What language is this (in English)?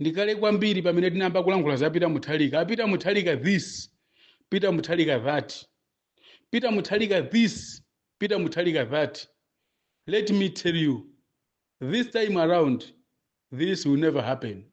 Nyanja